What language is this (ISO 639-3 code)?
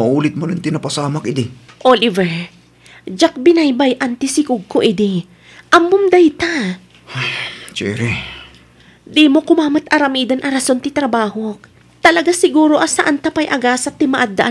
ilo